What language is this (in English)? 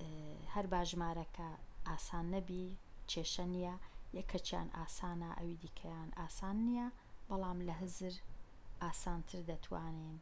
Central Kurdish